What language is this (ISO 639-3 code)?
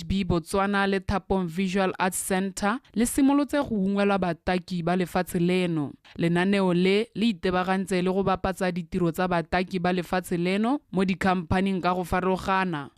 tsn